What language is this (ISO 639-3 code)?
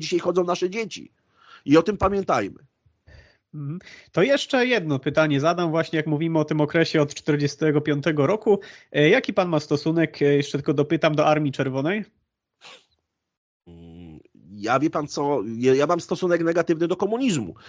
pol